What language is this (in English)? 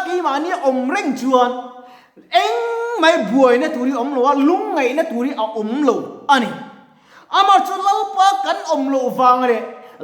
Mizo